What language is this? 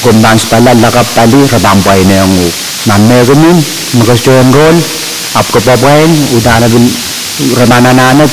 Pohnpeian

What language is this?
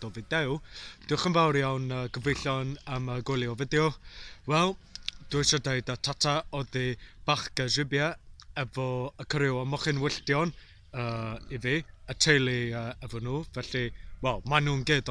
Welsh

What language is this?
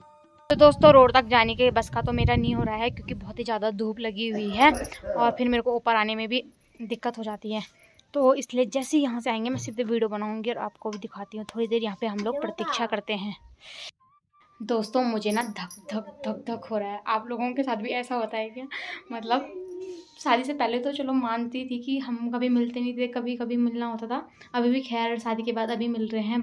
Hindi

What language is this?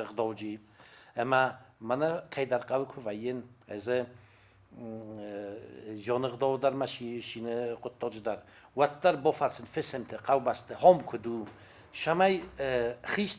Ossetic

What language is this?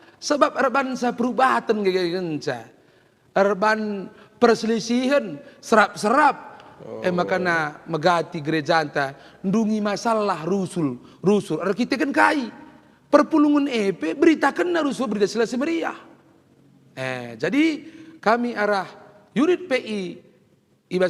Batak Karo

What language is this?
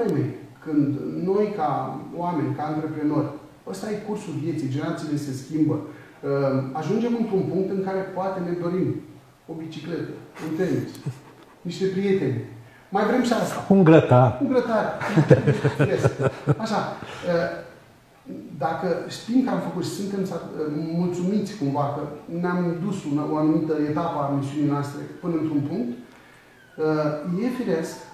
Romanian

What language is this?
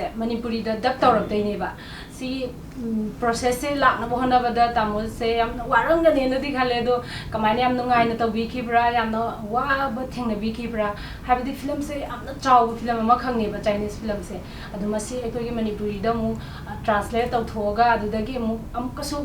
Manipuri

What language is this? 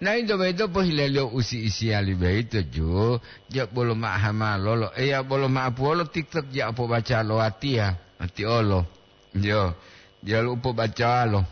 Gorontalo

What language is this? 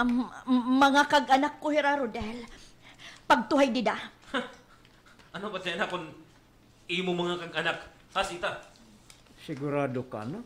Waray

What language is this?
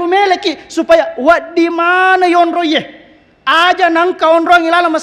Buginese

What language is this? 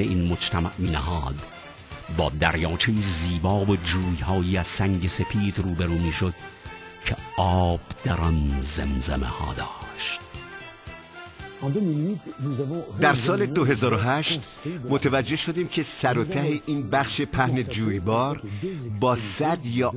Persian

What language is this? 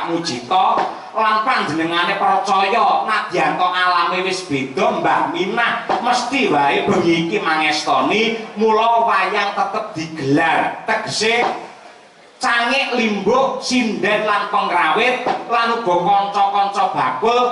Javanese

